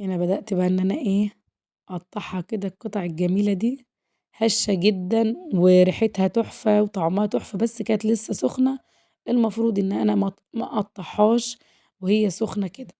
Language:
Egyptian Arabic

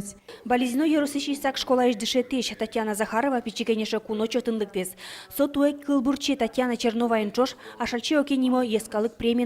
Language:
Udmurt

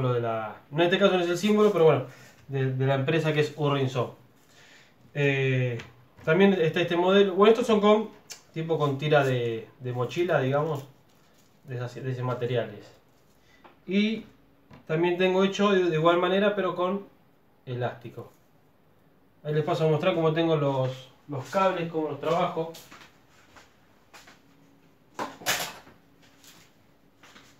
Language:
Spanish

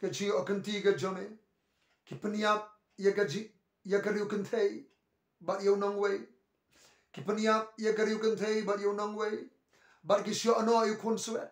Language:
Khasi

